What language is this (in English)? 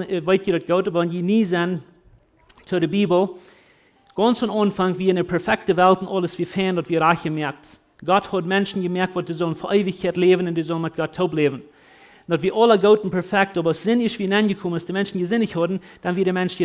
Plautdietsch